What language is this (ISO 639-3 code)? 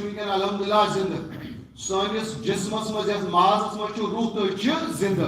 kas